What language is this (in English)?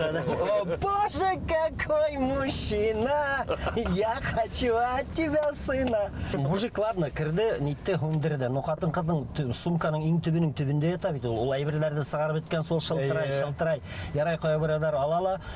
Bashkir